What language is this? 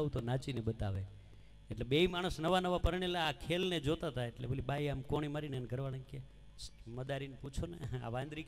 Gujarati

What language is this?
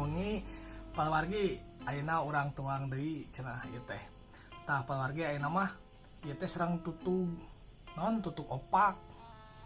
Sundanese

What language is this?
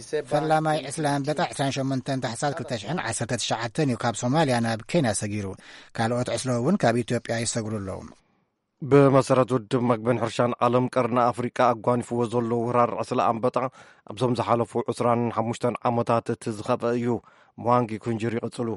Tigrinya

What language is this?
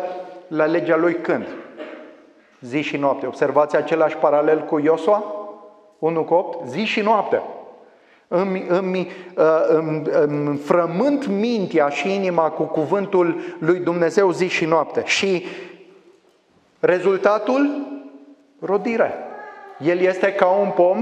Romanian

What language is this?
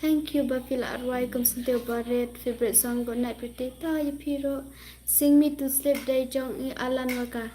Khasi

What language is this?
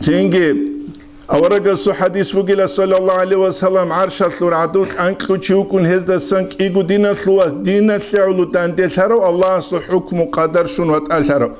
Avaric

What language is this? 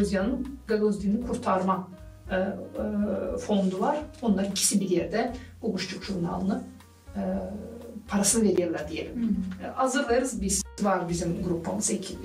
Gagauz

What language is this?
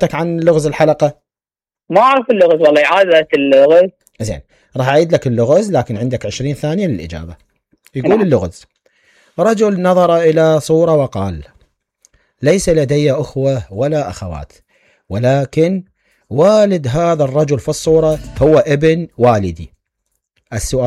Mesopotamian Arabic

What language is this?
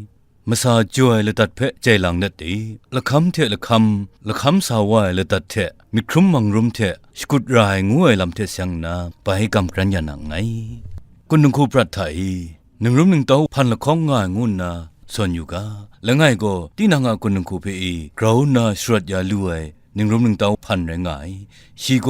Kachin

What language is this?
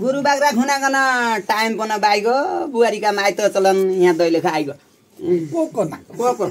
Nepali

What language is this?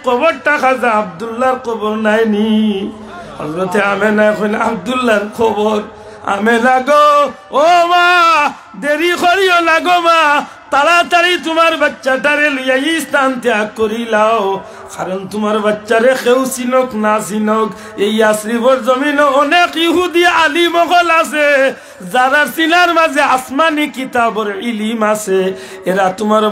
Sylheti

